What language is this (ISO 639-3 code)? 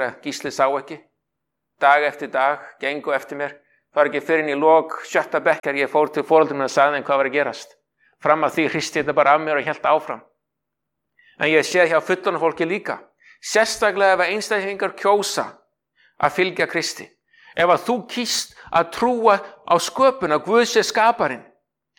isl